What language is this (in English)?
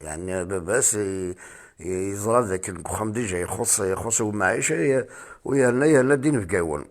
Kabyle